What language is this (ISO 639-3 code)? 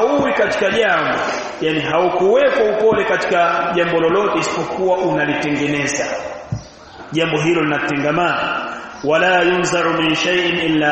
swa